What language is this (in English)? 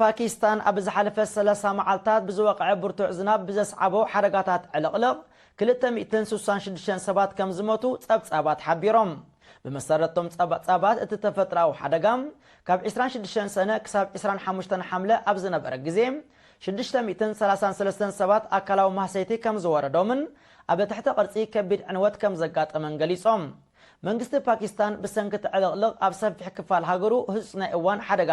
Tigrinya